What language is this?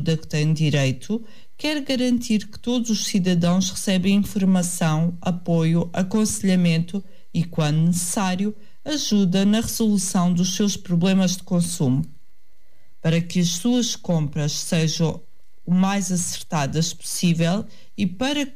Portuguese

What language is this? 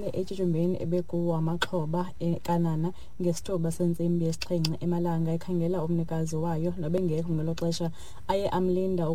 Xhosa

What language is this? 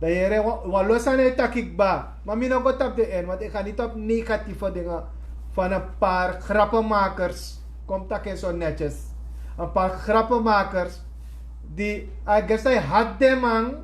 Sranan Tongo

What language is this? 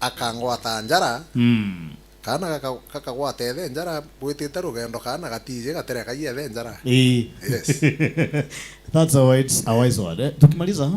Meru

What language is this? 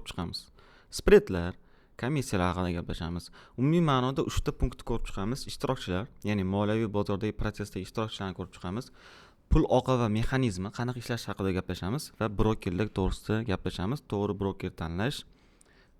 Uzbek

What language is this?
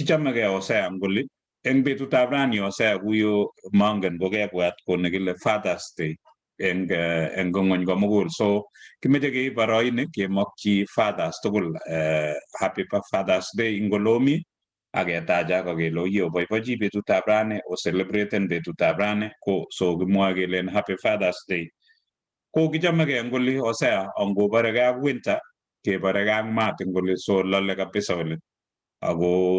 Kalenjin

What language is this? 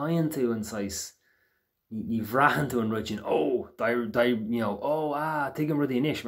Irish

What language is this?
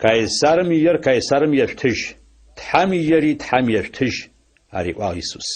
Adyghe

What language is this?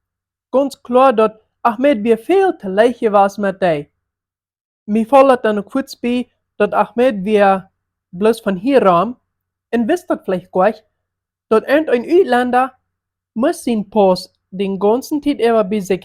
Plautdietsch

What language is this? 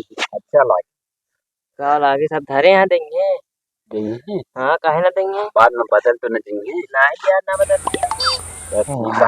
Awadhi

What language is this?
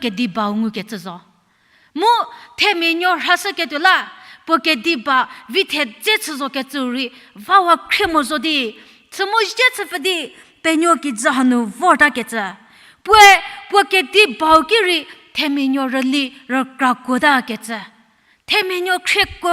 Angami Naga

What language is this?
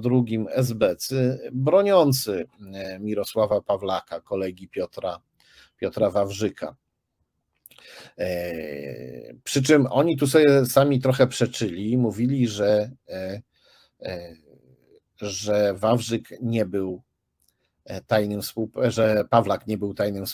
Polish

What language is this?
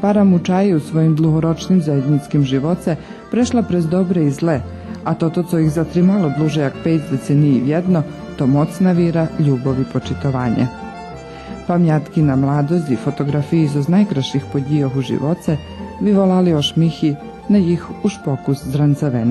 Rusyn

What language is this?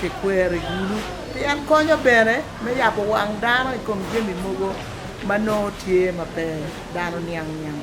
Acoli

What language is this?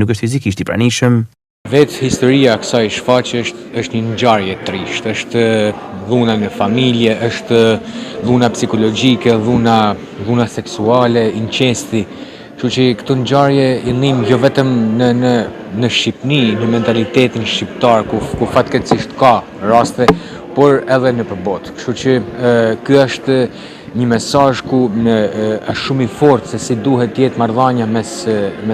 Albanian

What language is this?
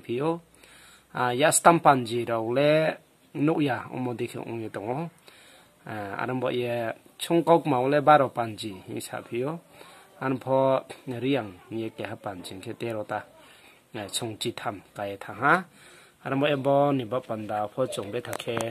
Riang (India)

